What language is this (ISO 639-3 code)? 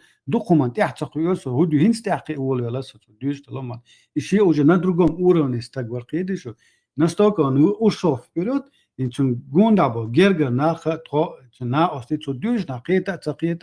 che